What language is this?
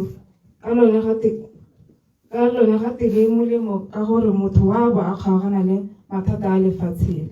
Tswana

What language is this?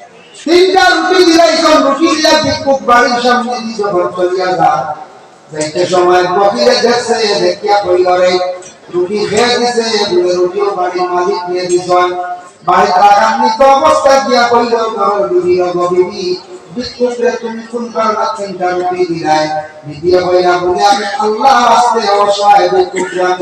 Sylheti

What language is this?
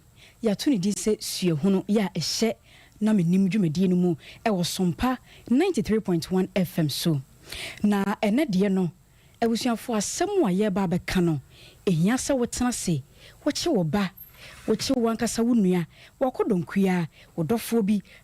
Akan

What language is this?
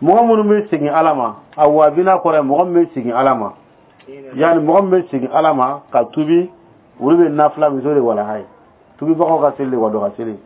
Dyula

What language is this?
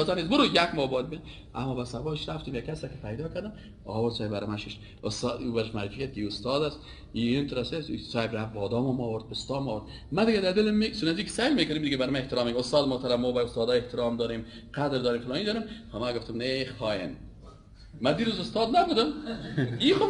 Persian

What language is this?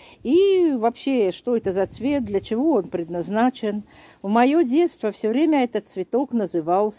Russian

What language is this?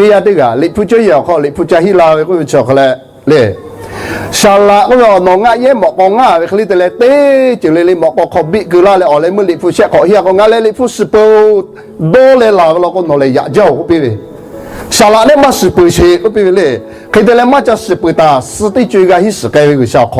Lahu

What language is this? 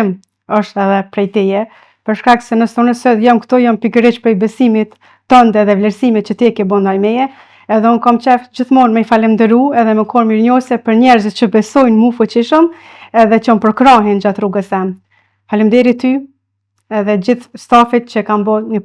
Albanian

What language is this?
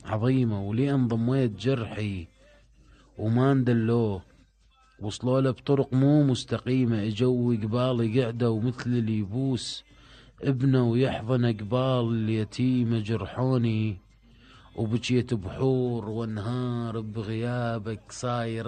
Mesopotamian Arabic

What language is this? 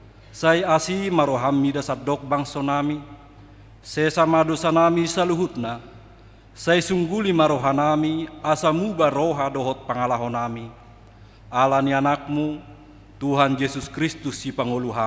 Batak Toba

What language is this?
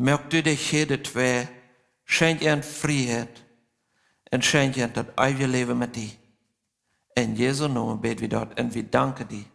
Plautdietsch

